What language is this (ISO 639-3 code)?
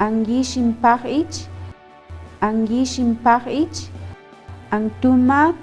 cac